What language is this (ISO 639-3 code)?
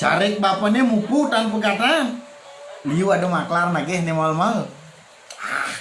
ban